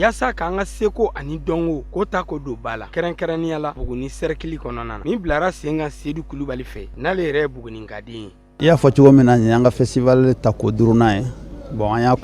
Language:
Bambara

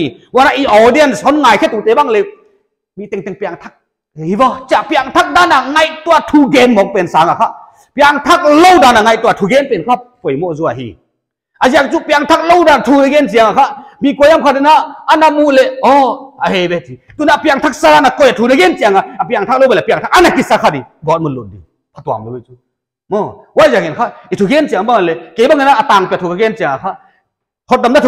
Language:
Paite Chin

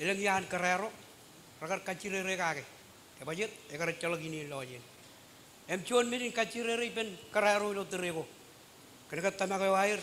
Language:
Marshallese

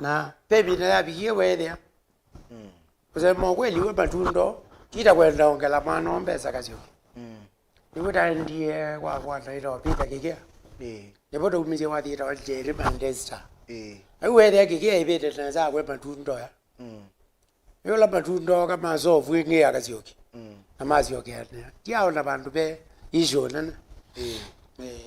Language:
Kamba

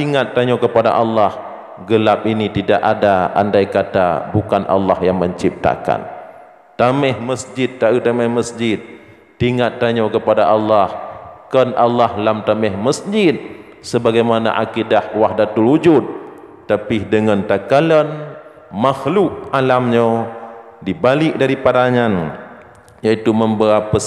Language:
Achinese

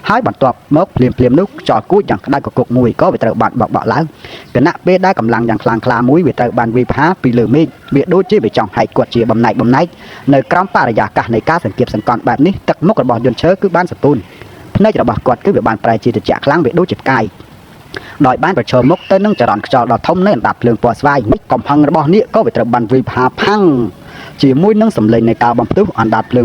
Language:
Khmer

